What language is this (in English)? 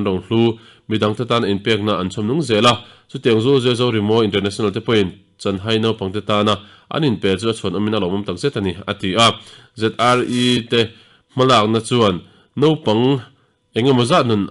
Mizo